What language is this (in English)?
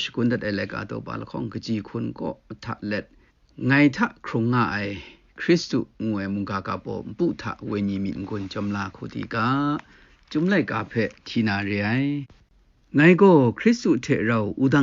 Kachin